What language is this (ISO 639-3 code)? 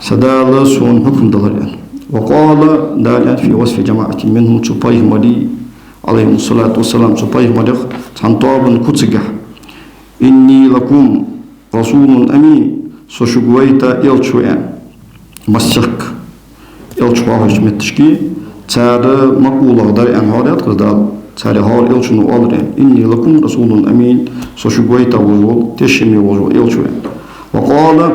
inh